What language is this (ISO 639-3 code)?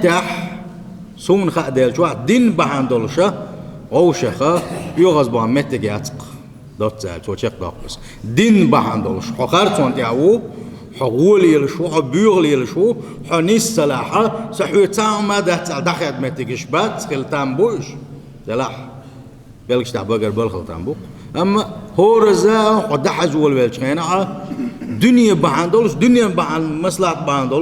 che